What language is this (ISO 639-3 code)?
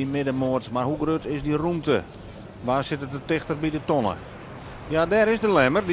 fry